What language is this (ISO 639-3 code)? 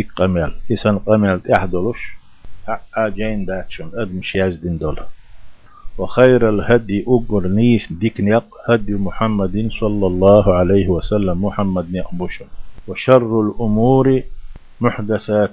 che